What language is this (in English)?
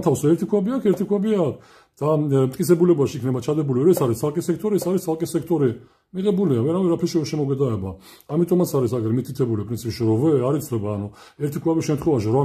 Georgian